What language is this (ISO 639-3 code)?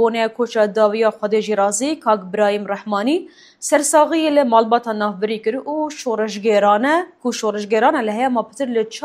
kur